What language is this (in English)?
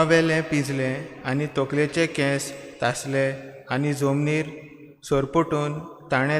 Konkani